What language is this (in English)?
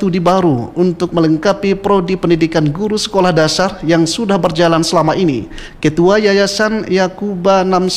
Indonesian